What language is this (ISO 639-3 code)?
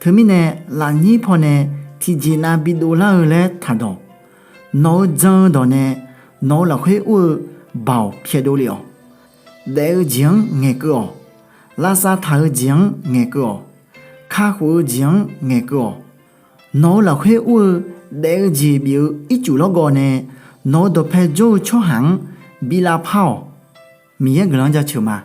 ahk